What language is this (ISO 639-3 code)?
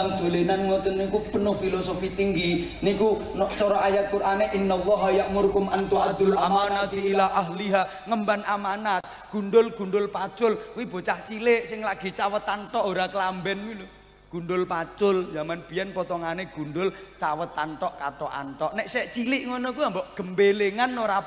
jav